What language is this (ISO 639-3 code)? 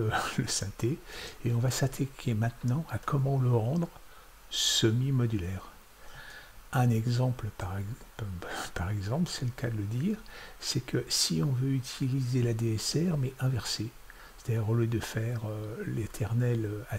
fra